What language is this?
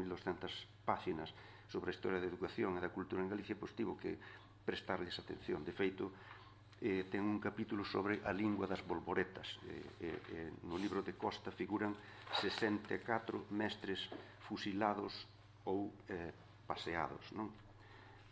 Galician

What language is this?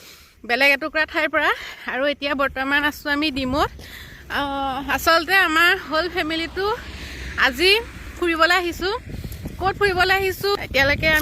Assamese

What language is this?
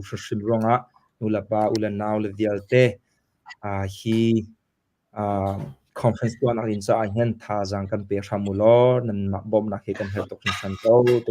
Hakha Chin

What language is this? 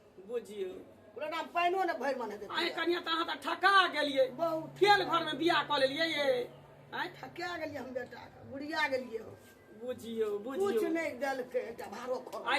Maithili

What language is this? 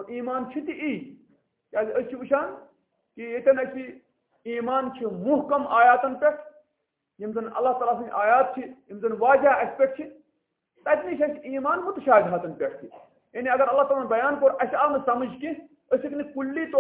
Kashmiri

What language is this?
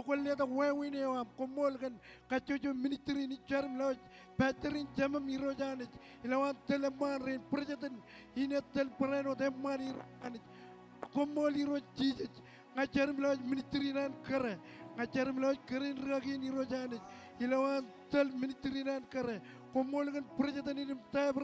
Marshallese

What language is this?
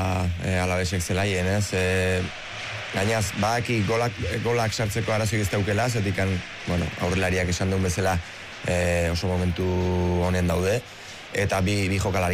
Basque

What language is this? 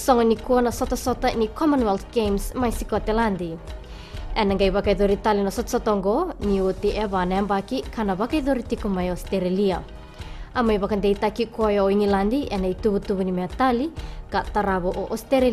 Fijian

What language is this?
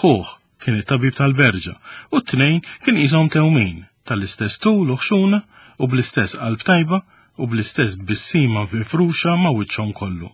Maltese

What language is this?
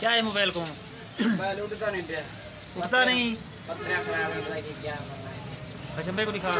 Saraiki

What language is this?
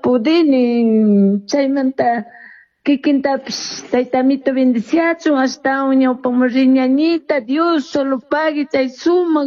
Chimborazo Highland Quichua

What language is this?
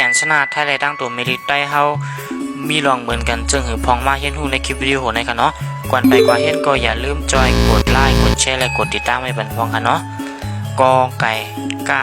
Shan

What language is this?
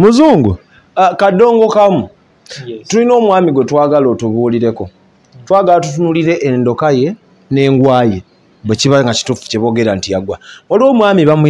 Ganda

